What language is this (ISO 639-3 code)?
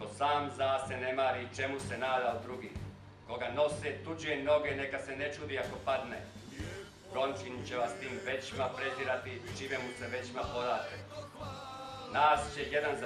hrv